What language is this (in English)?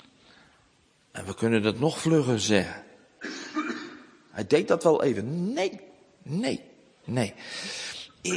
Dutch